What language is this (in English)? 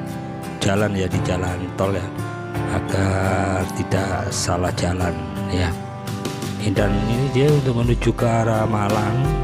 Indonesian